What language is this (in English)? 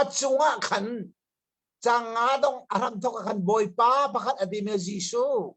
Hakha Chin